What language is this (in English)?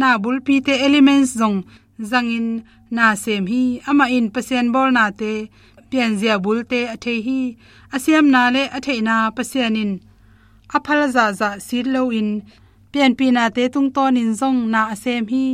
Tedim Chin